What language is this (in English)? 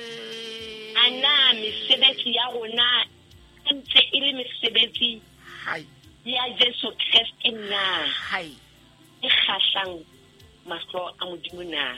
Southern Sotho